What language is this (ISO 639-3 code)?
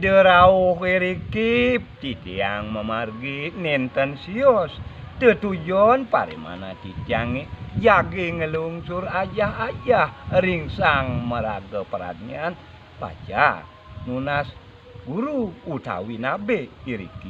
ban